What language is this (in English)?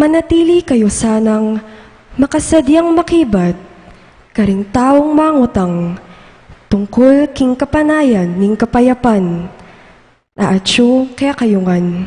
Pampanga